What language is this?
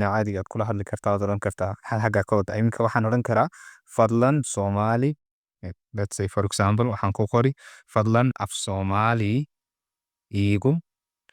Somali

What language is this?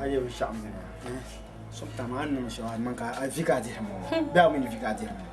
Dagbani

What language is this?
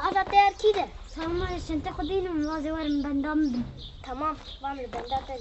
Kurdish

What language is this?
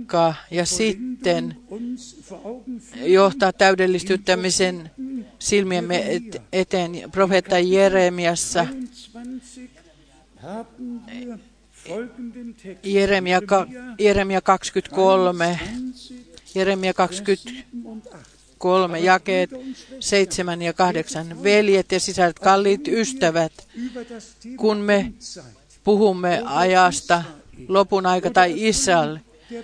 Finnish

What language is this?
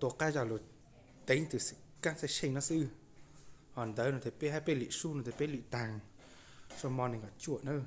Hmong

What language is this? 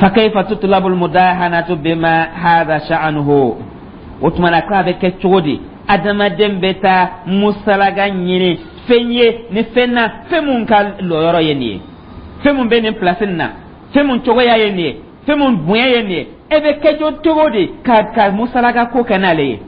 Dyula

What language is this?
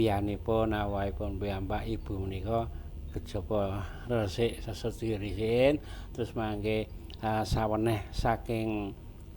Javanese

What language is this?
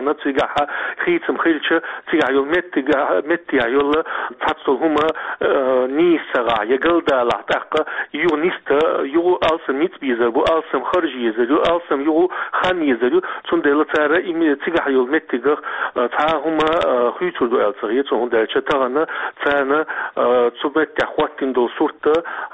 Chechen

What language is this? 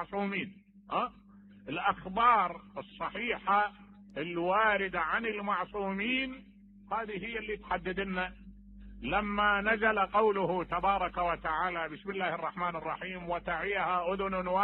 Mesopotamian Arabic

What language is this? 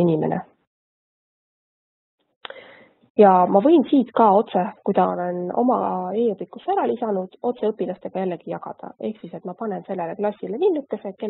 Estonian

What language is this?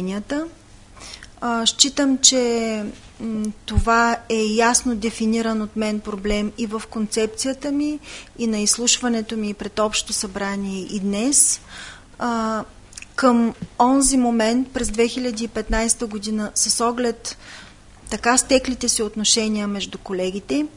Bulgarian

